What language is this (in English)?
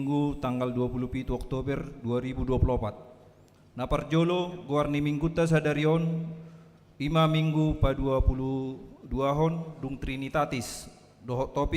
Batak Toba